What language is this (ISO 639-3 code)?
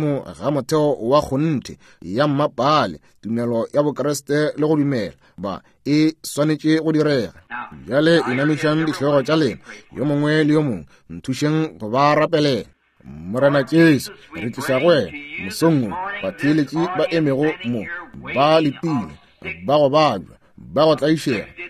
nso